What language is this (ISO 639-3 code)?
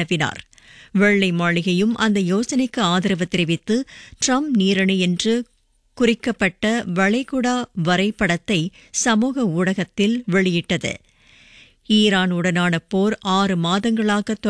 tam